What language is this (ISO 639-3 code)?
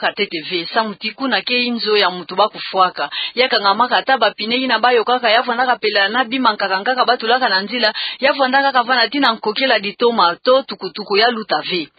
ktu